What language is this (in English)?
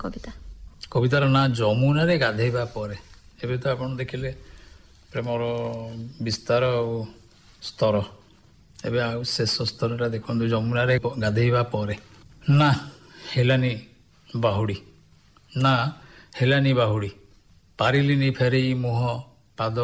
Odia